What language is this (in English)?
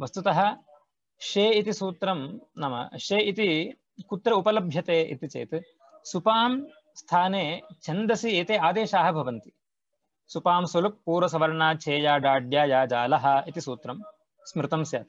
Sanskrit